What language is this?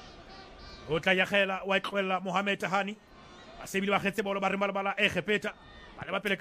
Southern Sotho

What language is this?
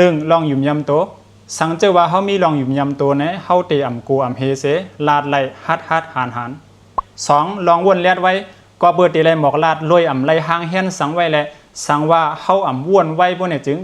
Shan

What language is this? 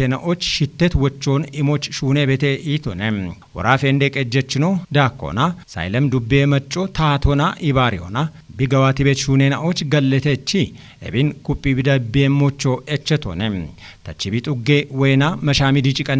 Kafa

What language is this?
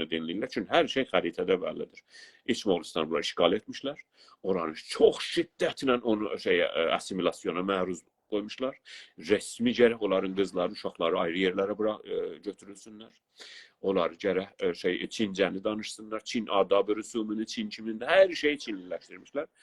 South Azerbaijani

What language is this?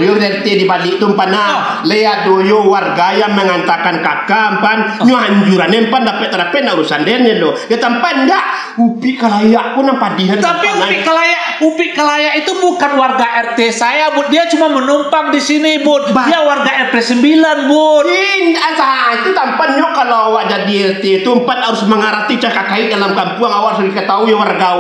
Minangkabau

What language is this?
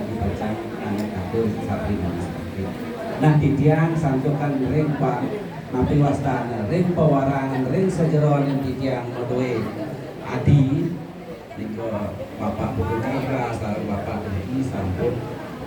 Balinese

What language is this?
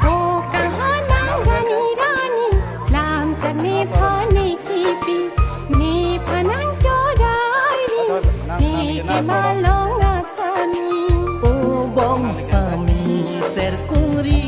Karbi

